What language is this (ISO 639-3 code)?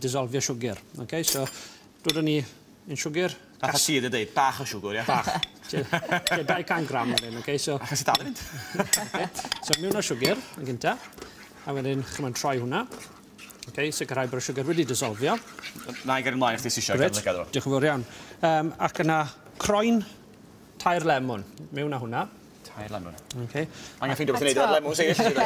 cym